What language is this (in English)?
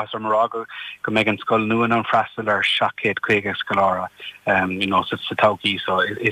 Irish